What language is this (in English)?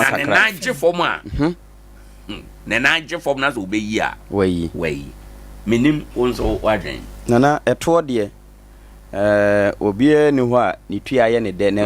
Akan